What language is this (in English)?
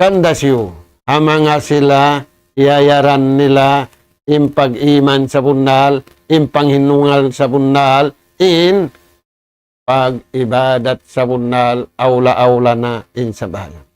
Tausug